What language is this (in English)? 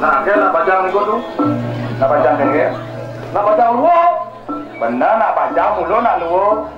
Balinese